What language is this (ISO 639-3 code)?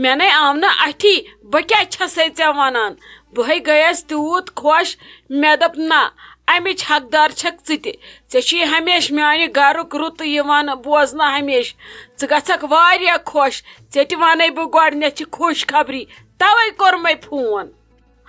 kas